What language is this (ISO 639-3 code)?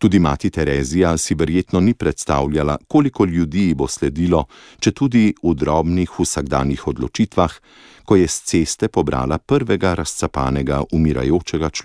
slv